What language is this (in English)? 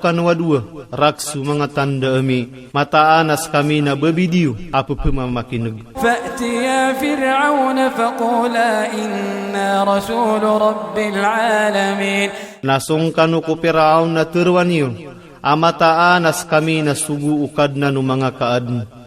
Iranun (Philippines)